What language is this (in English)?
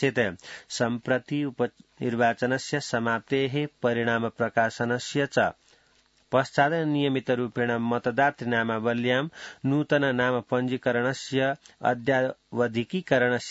Sanskrit